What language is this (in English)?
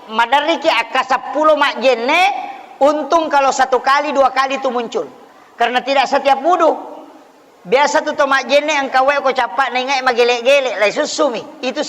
Buginese